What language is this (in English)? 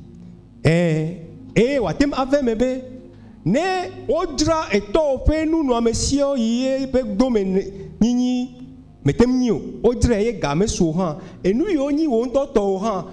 Ewe